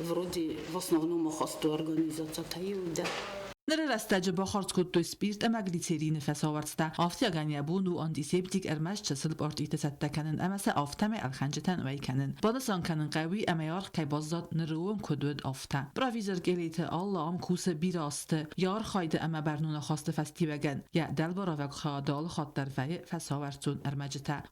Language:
Ossetic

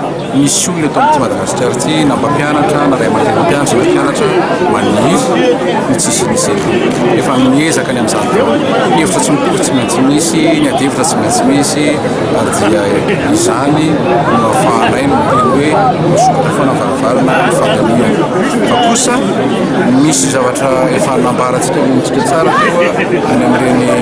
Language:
Malagasy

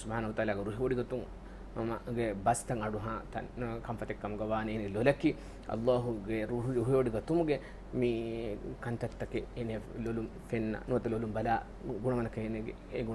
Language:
Divehi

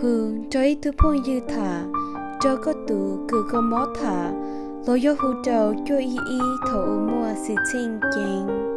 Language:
Hmong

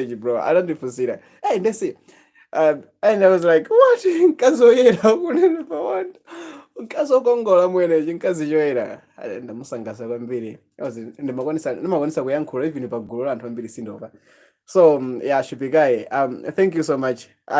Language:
Nyanja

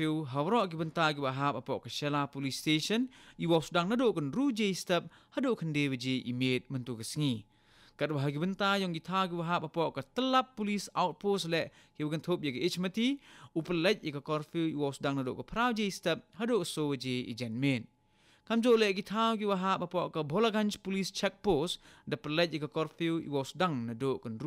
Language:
Khasi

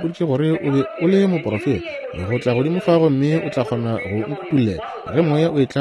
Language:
Northern Sotho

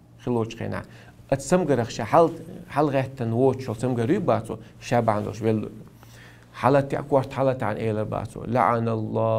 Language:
Chechen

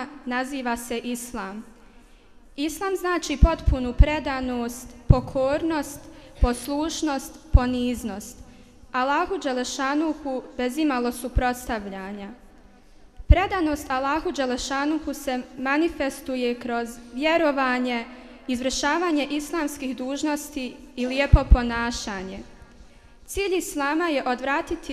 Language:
Bosnian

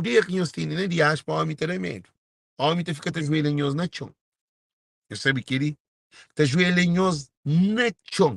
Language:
Kabuverdianu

